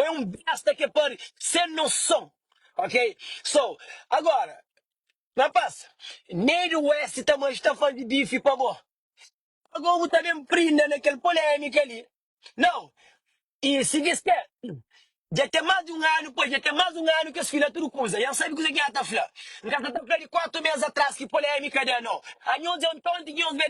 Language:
Kabuverdianu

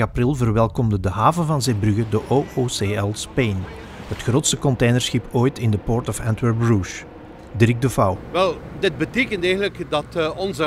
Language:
Dutch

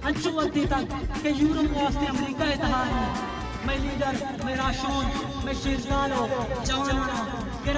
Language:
Baluchi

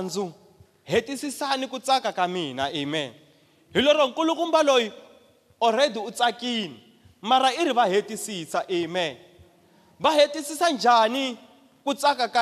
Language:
Tsonga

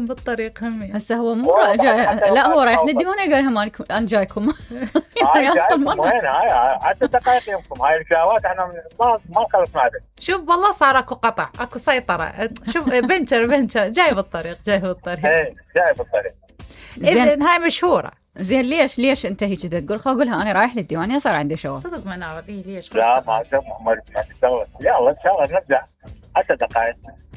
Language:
Mesopotamian Arabic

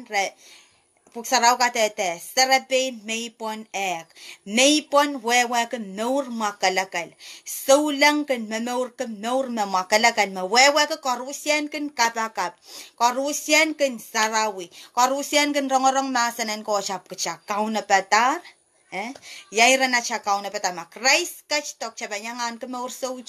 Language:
Pohnpeian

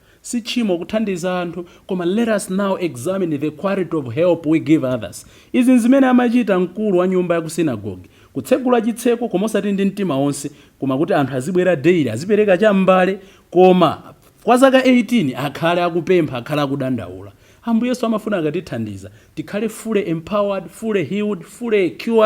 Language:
Nyanja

